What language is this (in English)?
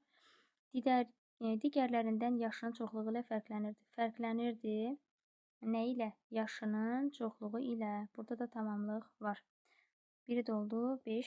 Azerbaijani